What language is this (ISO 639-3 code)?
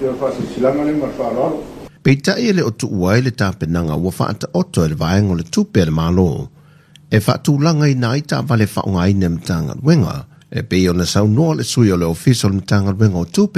smo